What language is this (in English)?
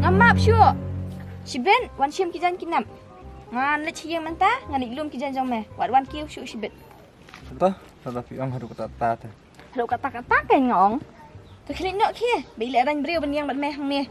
Khasi